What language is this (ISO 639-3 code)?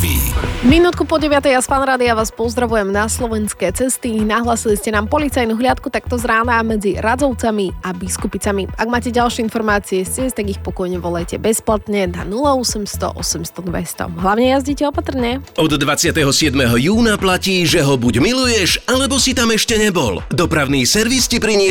slk